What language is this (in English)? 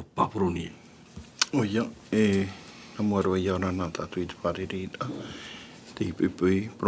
Tahitian